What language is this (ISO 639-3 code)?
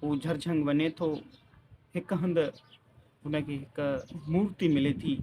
snd